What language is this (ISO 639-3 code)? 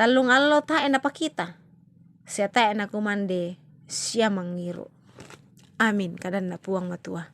sda